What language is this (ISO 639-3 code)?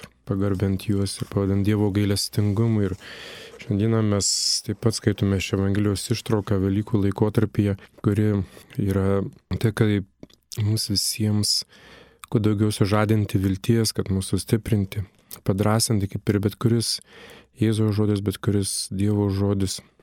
lit